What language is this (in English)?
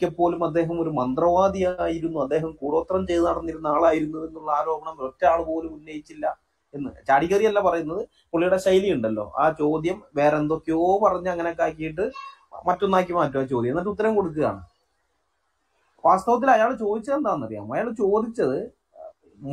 Malayalam